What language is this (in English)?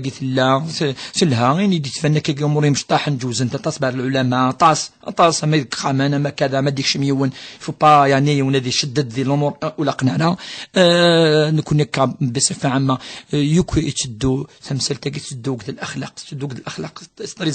Kabyle